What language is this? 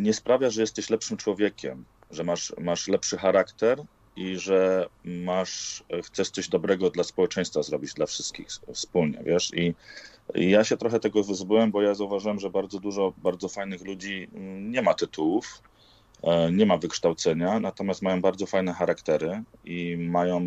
Polish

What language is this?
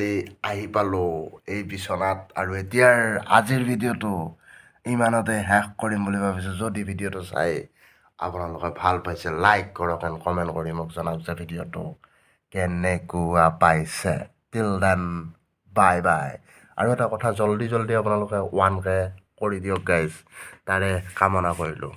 Assamese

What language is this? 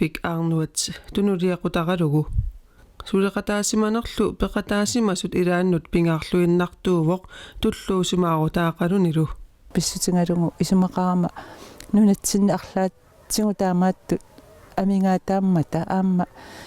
Kalaallisut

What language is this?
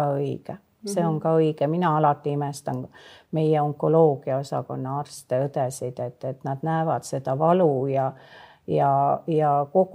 Estonian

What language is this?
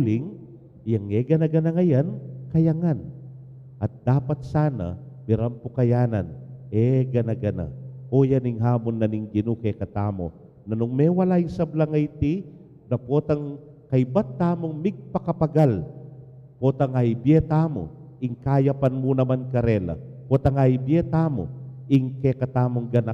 Pampanga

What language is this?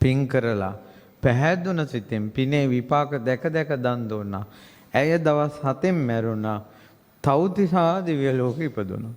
Sinhala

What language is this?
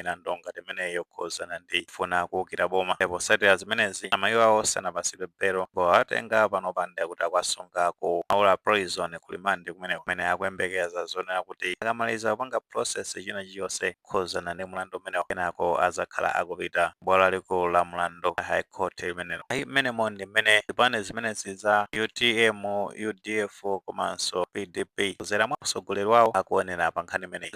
Nyanja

